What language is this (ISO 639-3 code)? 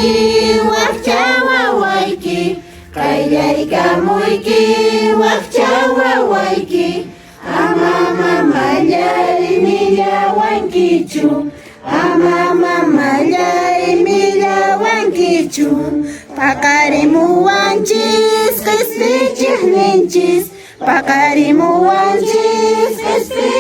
que